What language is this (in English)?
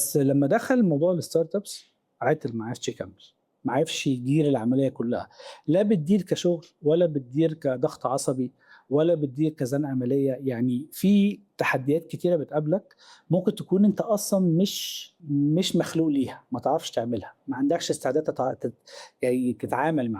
Egyptian Arabic